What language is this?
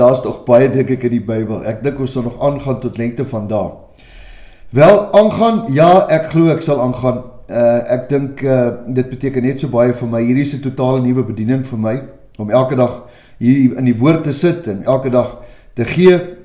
Afrikaans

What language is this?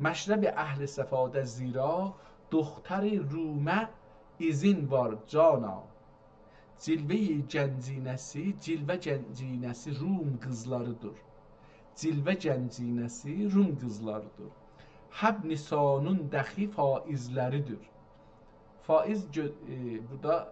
South Azerbaijani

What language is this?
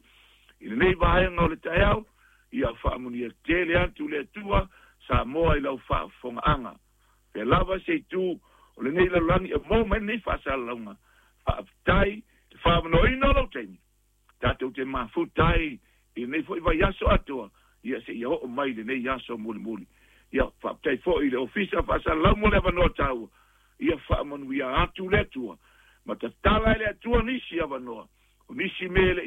Samoan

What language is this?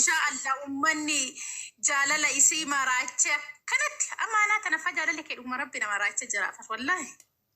Oromo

